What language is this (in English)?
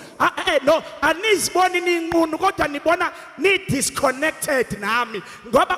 Zulu